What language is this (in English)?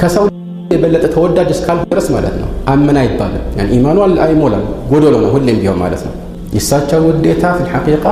Amharic